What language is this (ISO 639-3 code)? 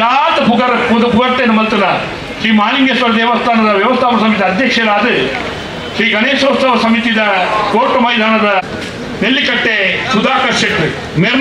tcy